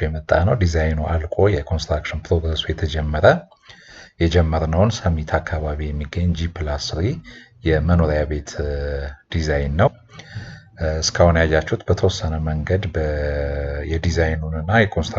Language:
Amharic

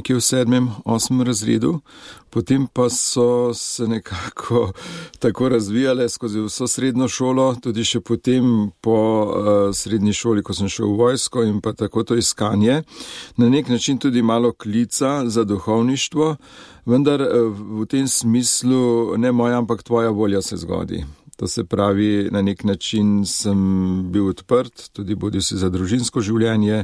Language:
Slovenian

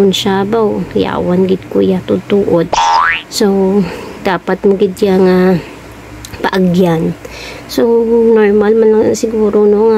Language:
Hiligaynon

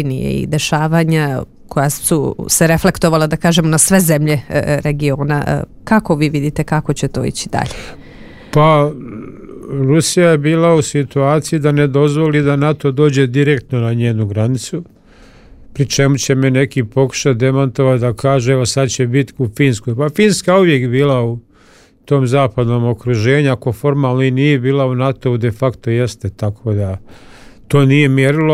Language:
Serbian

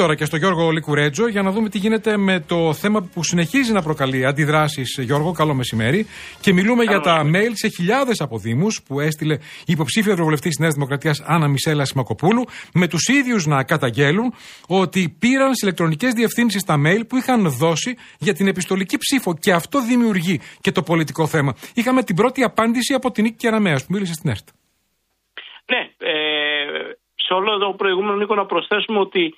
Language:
Greek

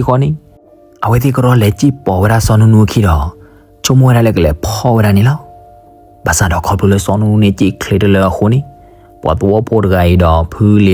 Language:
S'gaw Karen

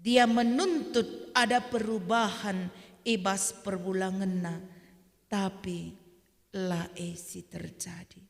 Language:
Batak Karo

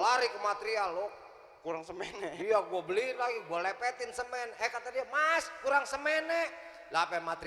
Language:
Betawi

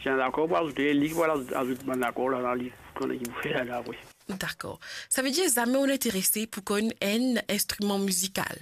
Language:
Morisyen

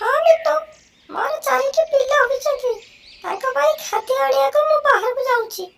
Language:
Odia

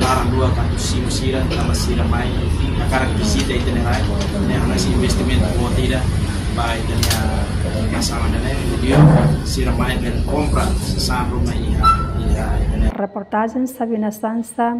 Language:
Tetum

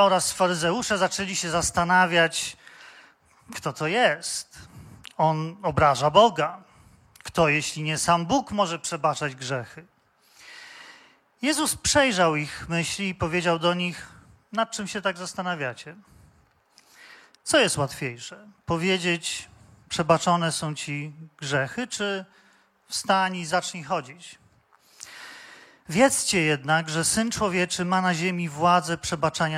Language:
Polish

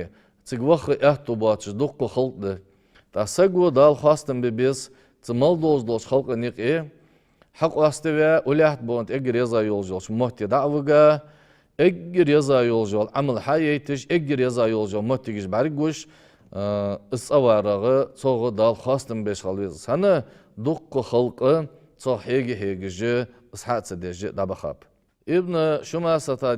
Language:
Ingush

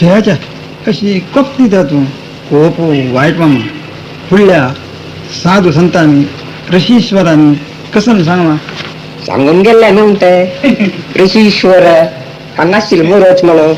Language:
Konkani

